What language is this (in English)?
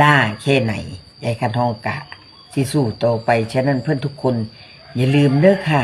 Northeastern Thai